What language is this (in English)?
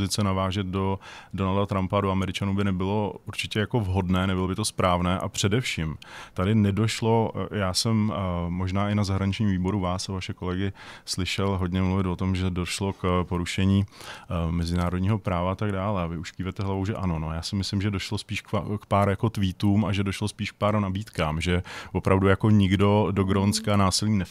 Czech